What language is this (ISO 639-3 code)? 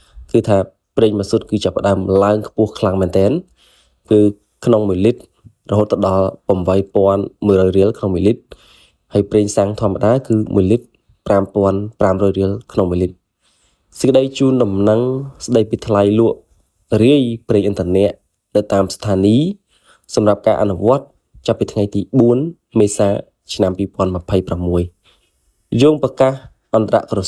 khm